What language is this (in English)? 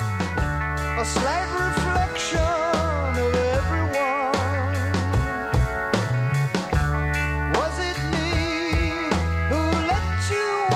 Danish